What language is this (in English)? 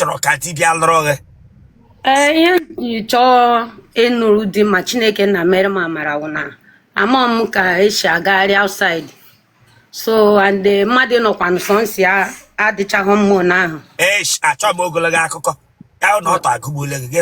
Igbo